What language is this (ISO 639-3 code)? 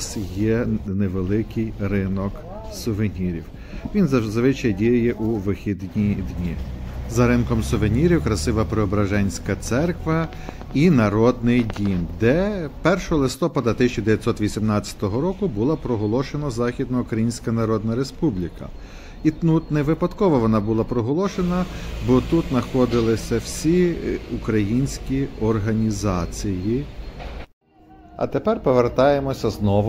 ukr